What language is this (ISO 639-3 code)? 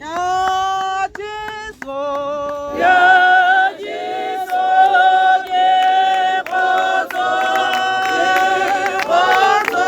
tsn